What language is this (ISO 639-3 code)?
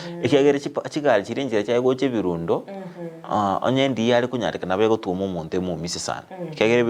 guz